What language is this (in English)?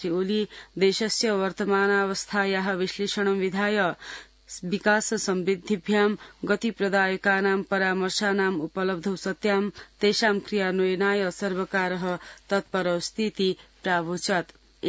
Sanskrit